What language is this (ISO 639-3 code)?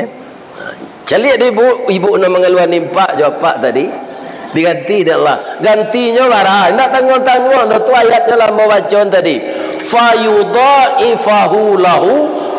min